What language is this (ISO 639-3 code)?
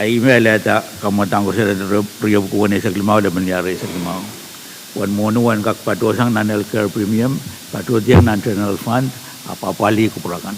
pon